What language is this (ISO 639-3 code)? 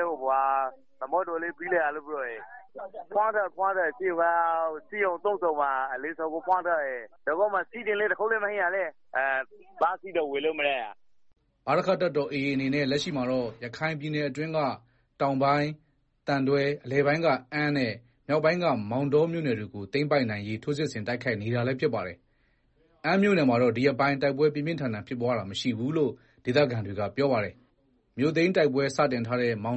mya